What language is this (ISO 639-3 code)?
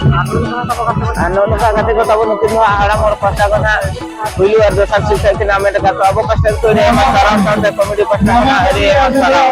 sat